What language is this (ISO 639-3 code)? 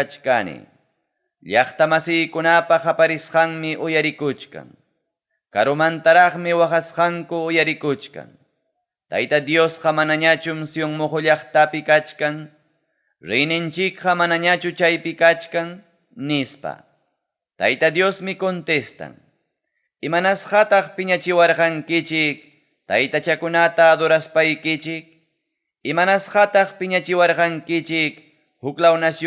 quy